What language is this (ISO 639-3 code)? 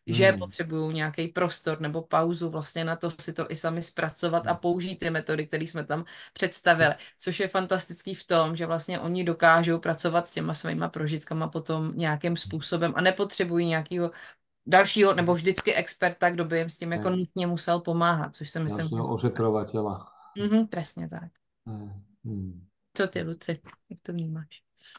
ces